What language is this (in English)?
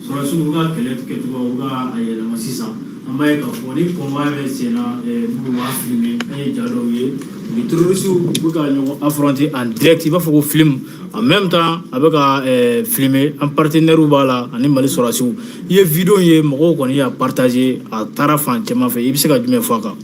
Bambara